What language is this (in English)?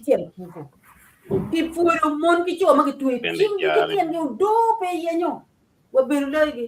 Acoli